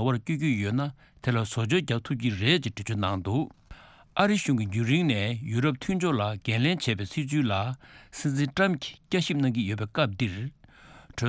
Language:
Tibetan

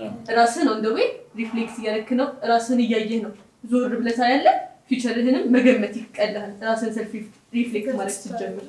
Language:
Amharic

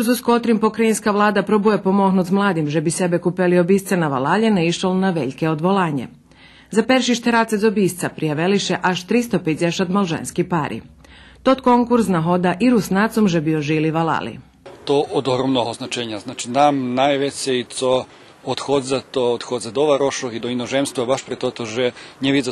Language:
Rusyn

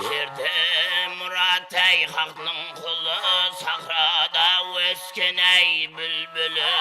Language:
Kara-Kalpak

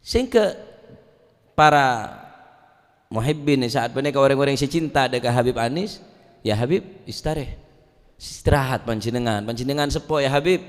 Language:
Madurese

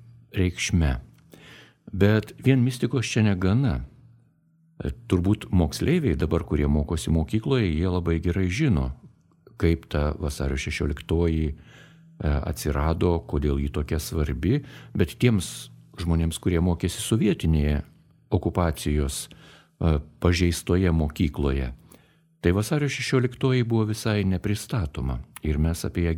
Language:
Lithuanian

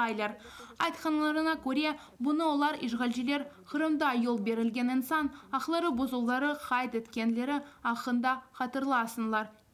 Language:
Crimean Tatar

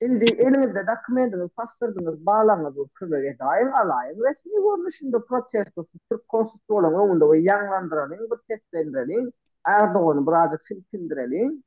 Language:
Turkmen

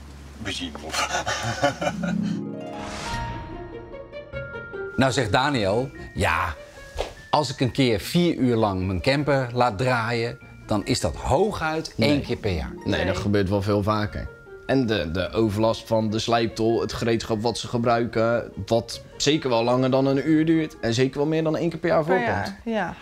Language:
Dutch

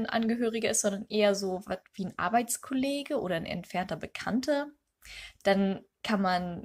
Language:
Low German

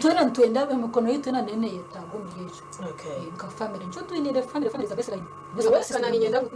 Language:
Nyankole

